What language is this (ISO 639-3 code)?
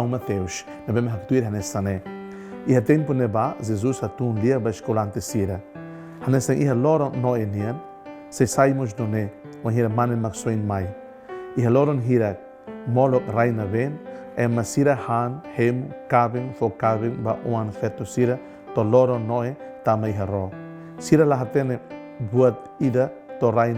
tet